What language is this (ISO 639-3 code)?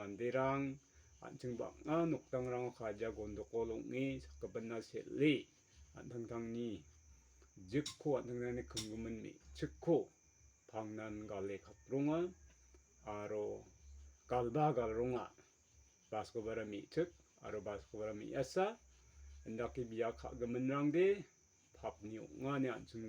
grt